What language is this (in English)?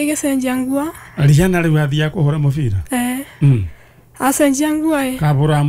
Kikuyu